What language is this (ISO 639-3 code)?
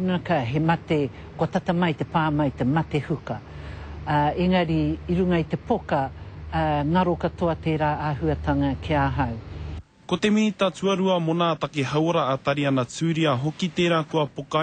mri